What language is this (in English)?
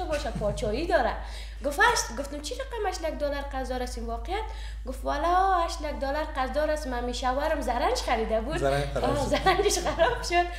Persian